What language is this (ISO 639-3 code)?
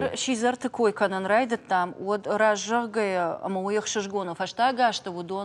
oss